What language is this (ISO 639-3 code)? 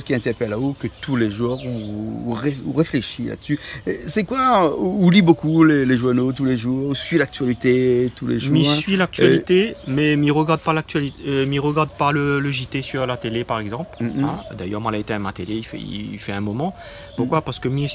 rcf